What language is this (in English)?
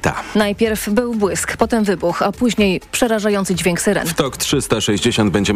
Polish